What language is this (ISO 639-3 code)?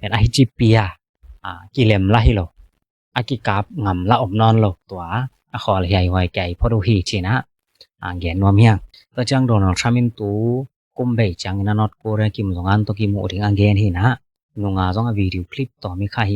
ctd